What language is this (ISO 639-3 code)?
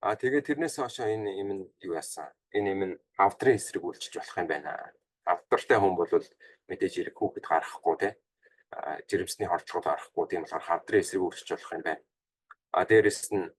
mon